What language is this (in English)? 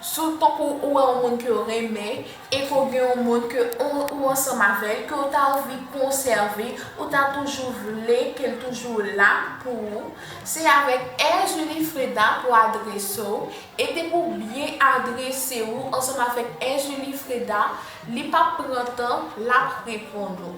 Haitian Creole